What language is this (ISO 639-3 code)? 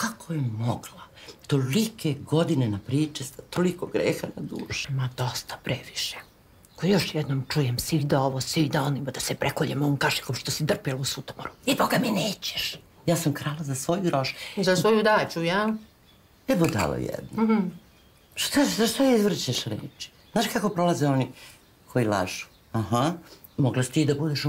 srp